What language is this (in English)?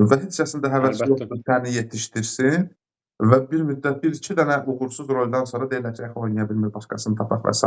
Azerbaijani